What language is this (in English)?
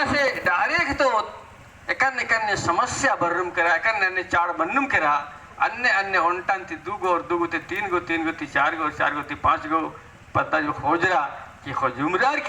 Kurukh